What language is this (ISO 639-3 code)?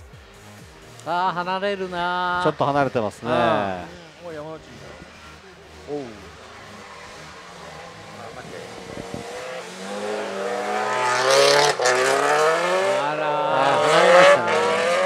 jpn